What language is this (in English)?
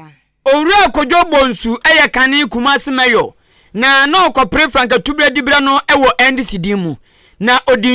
Akan